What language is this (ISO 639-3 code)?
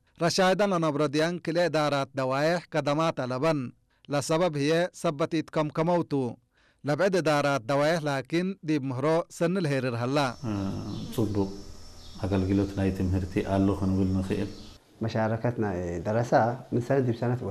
tig